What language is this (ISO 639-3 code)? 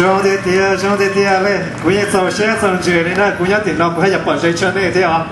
hmn